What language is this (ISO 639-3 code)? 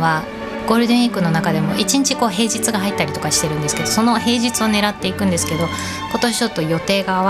jpn